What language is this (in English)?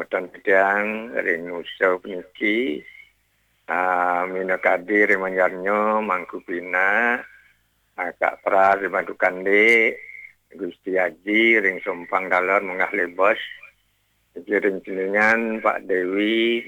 Balinese